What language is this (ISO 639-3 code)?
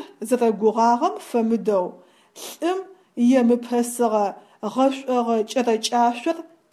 ady